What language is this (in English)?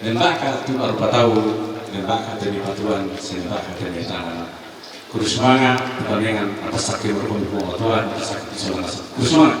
Toraja-Sa'dan